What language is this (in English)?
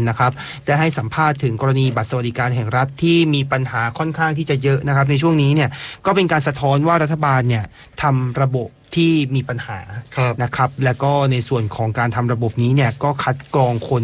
Thai